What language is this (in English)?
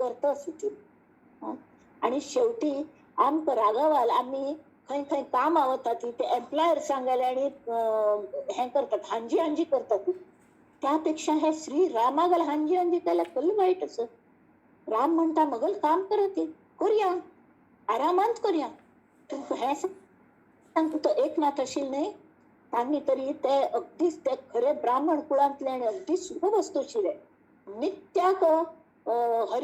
Konkani